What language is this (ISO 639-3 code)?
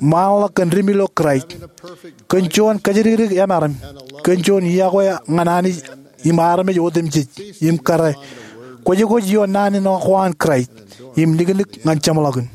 mah